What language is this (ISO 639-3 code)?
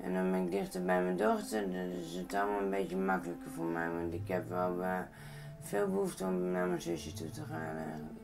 fry